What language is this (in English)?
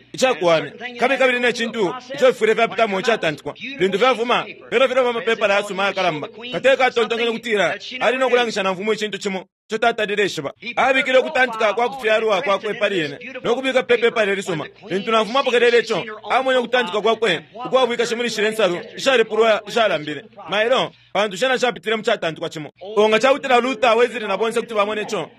Bemba